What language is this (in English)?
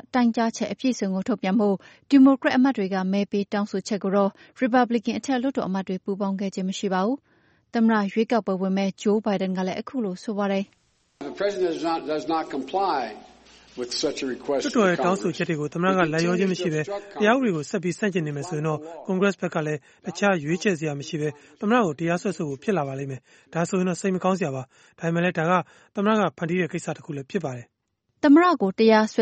Burmese